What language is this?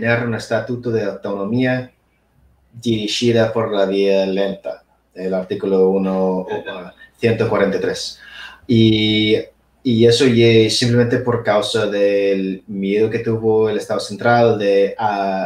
Asturian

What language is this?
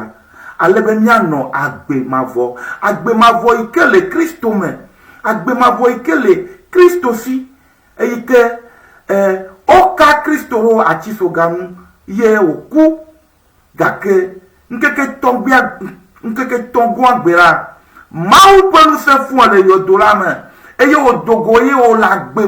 Ewe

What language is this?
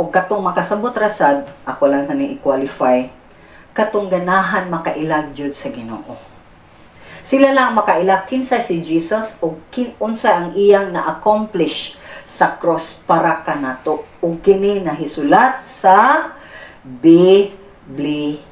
Cebuano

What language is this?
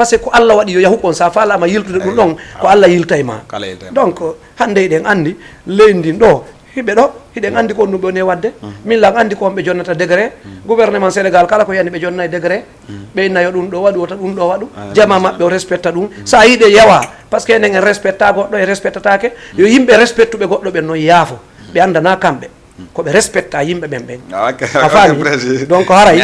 Fula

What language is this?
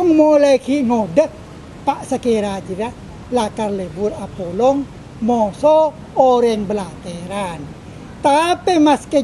Madurese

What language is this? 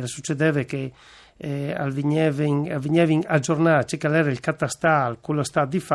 Friulian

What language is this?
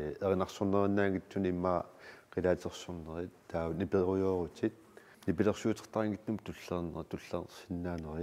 Kalaallisut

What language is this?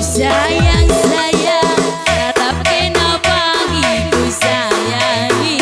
Batak Karo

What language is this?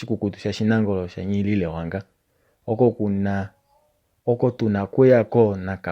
Kuanyama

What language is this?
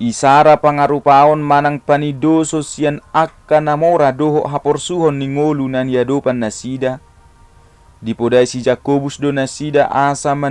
Batak Toba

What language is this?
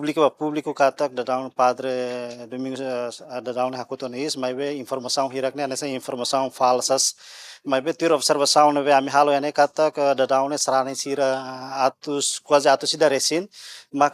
Tetum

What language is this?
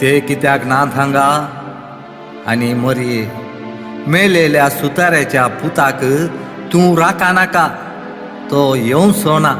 Konkani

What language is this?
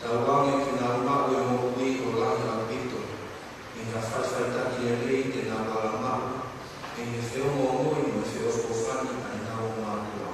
Tongan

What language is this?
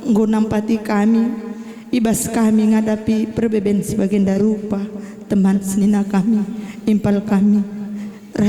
Batak Karo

